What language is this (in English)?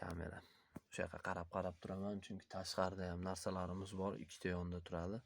Uzbek